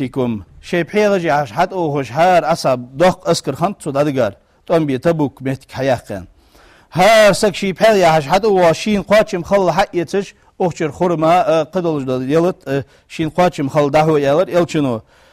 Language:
Ingush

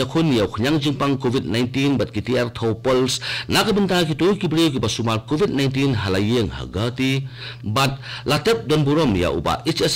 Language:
Khasi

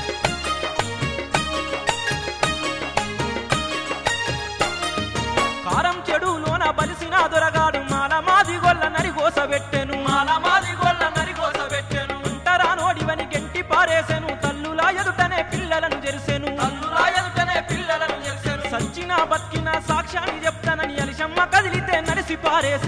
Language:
Telugu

